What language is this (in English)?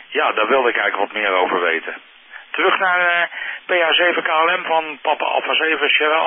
Dutch